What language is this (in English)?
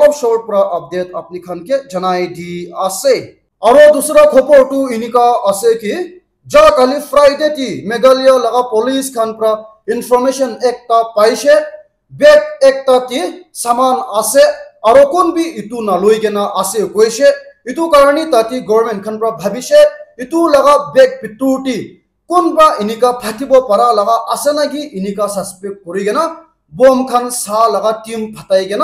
Naga Pidgin